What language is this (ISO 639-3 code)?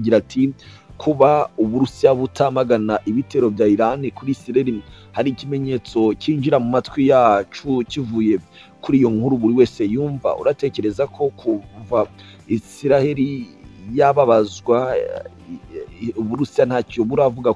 kin